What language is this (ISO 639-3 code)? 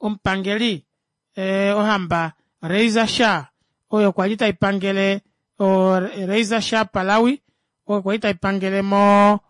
kua